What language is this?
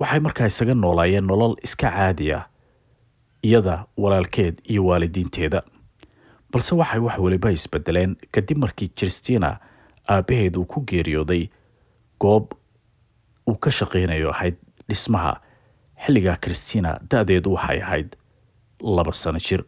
Somali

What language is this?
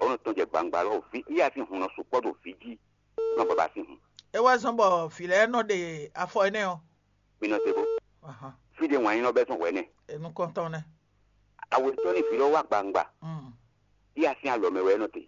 Fon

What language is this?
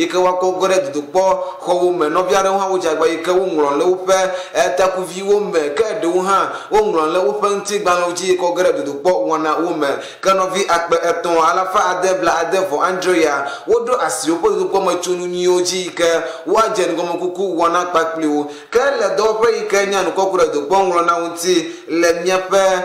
Ewe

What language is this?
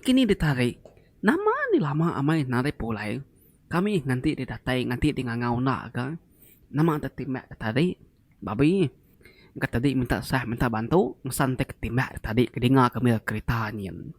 Iban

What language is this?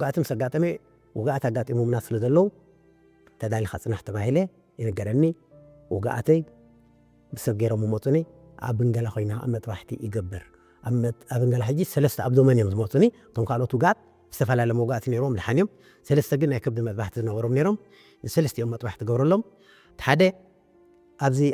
Tigrinya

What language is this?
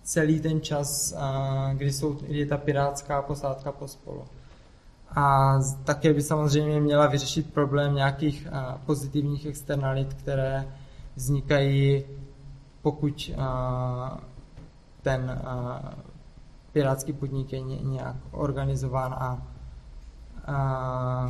Czech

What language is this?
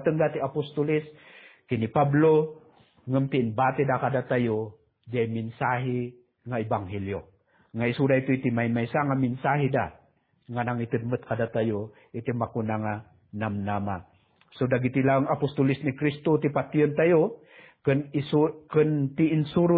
Iloko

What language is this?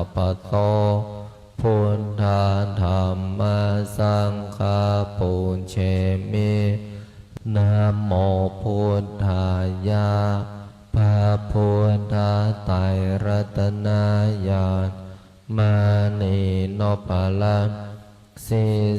Pali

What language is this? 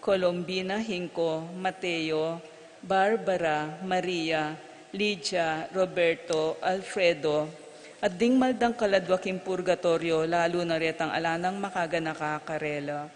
Pampanga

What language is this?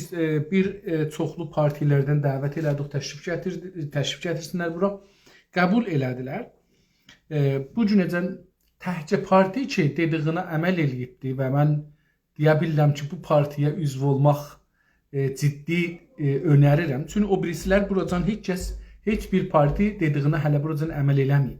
South Azerbaijani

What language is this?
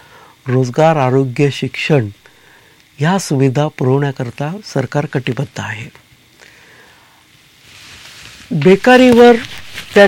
Marathi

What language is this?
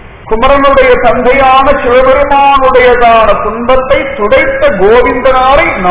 Tamil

